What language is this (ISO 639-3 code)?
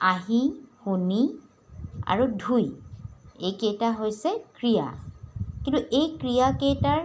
asm